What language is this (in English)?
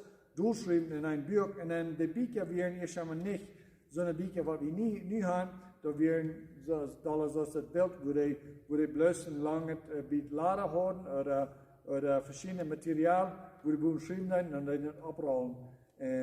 Plautdietsch